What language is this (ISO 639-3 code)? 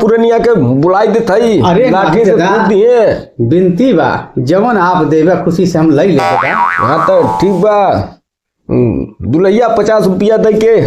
bho